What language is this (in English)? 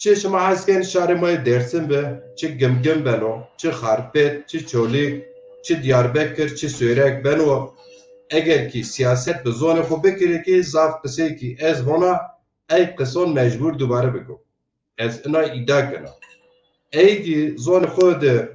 Zaza